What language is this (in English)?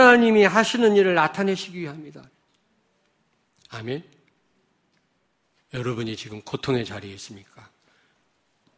Korean